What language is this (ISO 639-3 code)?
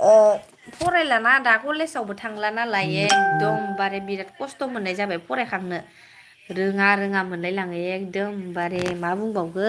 brx